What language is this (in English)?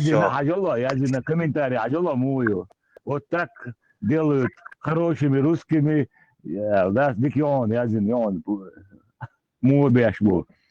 Chechen